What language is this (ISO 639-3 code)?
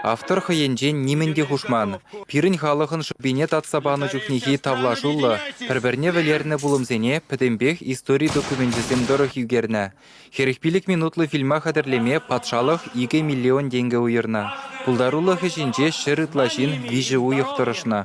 chv